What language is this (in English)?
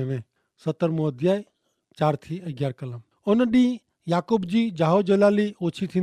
Kachhi